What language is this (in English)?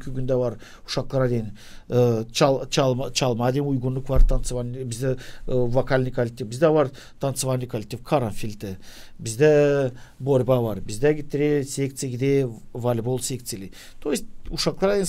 Gagauz